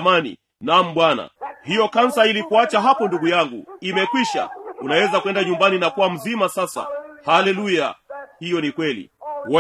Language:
Swahili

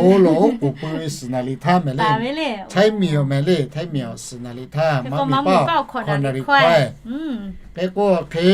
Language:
Lahu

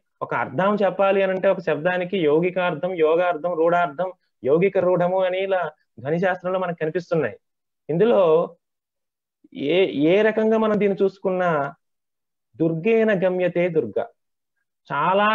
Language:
Telugu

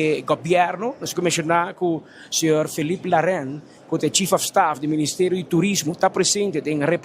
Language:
Papiamento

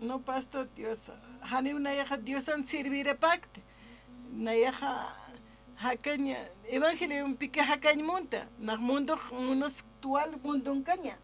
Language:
Aymara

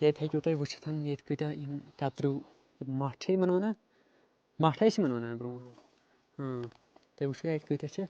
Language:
Kashmiri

